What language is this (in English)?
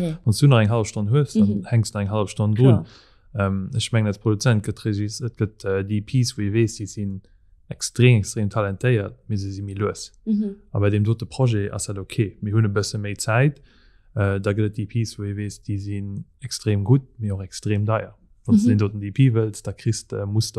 Luxembourgish